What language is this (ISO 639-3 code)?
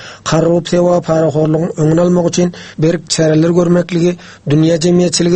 tuk